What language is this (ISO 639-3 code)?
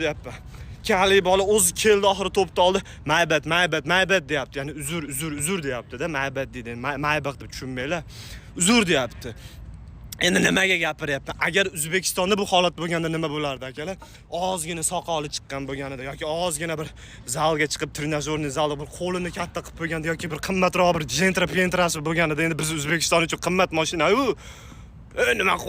uzb